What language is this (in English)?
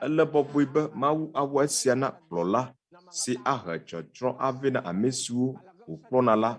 Ewe